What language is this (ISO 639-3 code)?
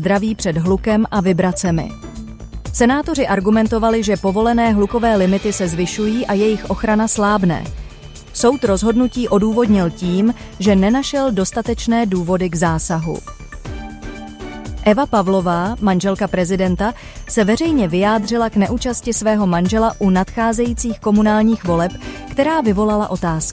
ces